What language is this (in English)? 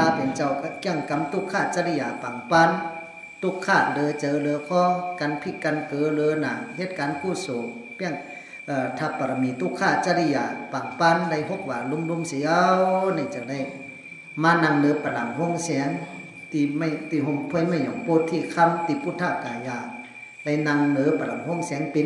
Shan